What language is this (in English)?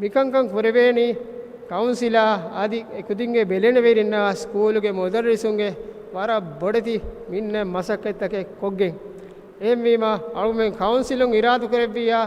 Divehi